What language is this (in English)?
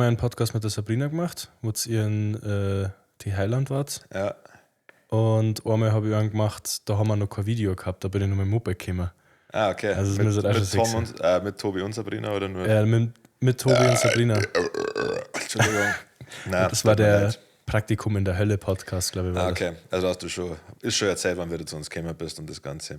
Bavarian